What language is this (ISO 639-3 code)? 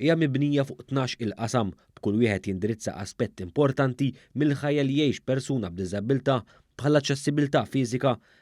mlt